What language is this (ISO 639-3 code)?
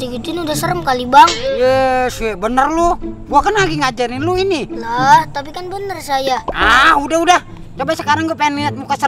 bew